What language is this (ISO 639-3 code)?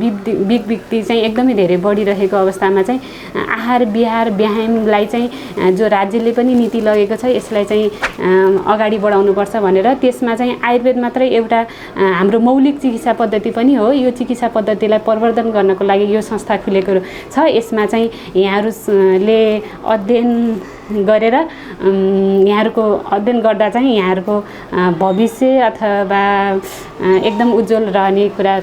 nep